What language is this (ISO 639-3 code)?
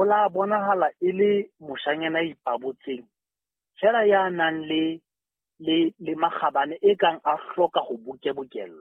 sot